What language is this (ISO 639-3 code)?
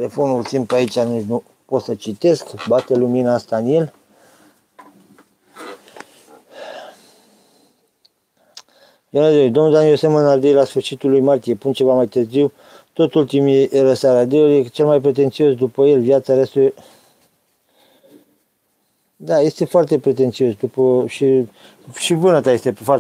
ron